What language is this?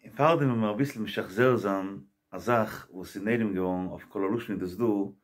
Yiddish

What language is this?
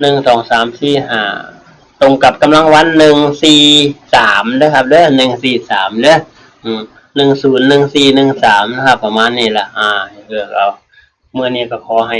Northeastern Thai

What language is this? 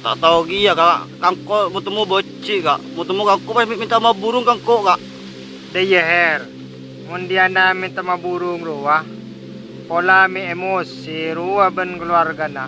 Madurese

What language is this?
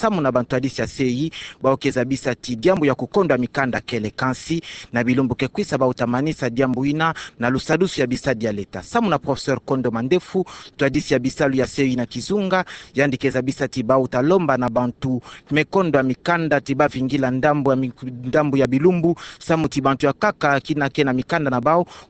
Kituba (Democratic Republic of Congo)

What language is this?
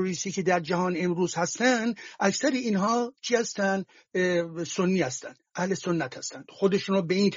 Persian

